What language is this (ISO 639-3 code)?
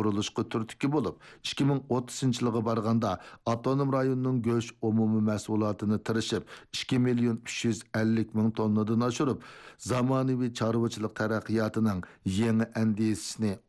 uig